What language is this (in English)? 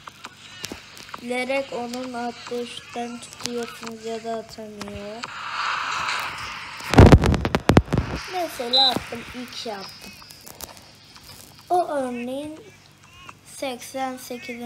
Turkish